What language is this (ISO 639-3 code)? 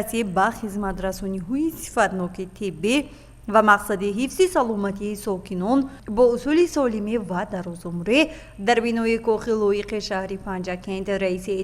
tgk